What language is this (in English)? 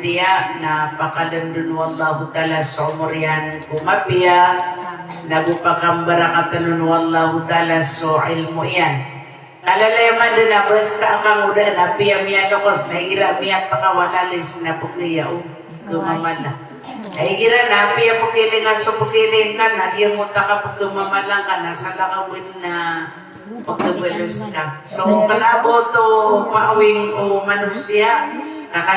Maranao